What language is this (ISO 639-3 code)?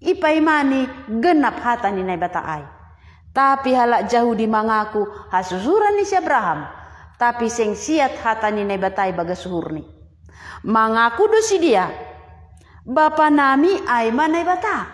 bts